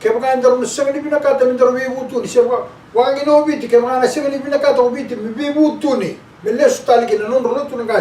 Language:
Fijian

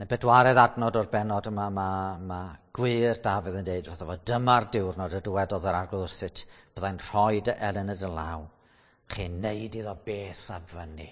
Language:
Welsh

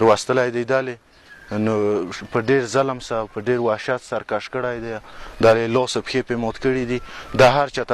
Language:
Pashto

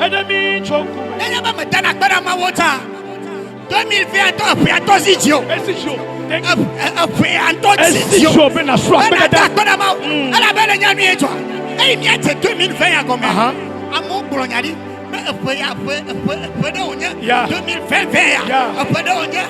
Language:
Ewe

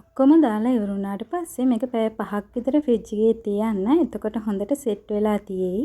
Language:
Sinhala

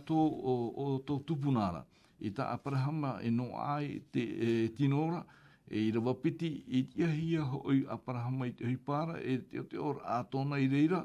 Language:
Tahitian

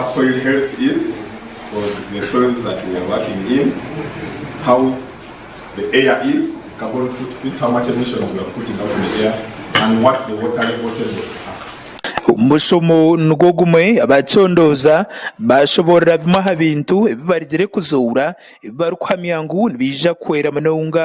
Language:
Nyankole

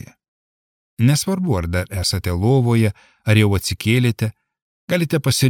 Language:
Lithuanian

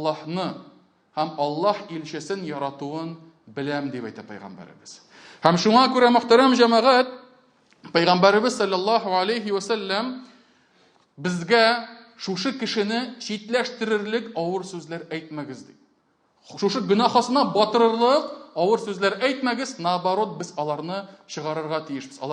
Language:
Tatar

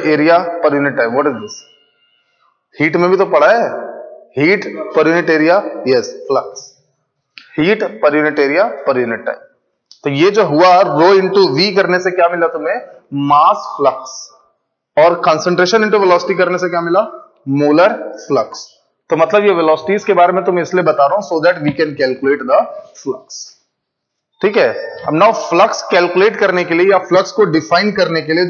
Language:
Hindi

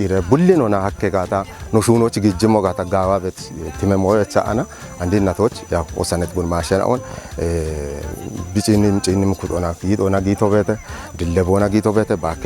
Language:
Kafa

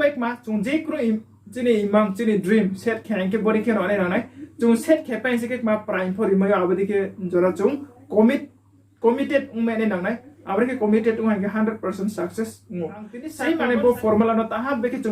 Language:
Riang (India)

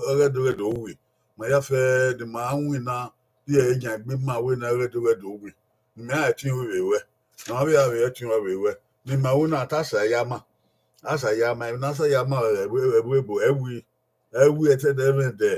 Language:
Bini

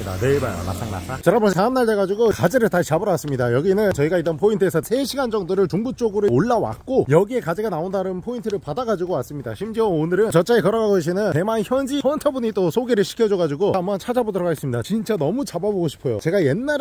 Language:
Korean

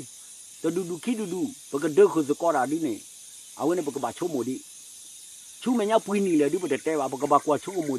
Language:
S'gaw Karen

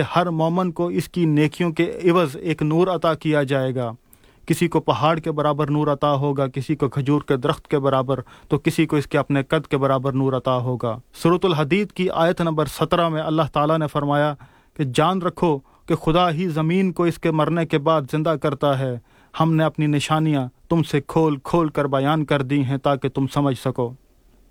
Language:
Urdu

